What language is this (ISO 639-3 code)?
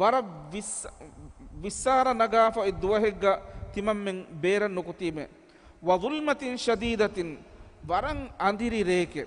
div